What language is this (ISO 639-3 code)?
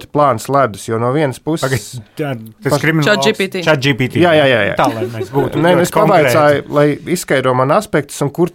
lav